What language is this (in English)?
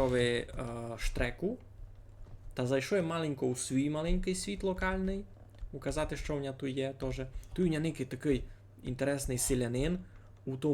Rusyn